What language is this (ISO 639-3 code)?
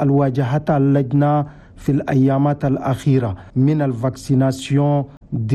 shu